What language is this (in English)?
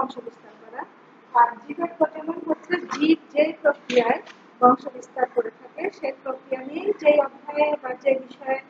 Bangla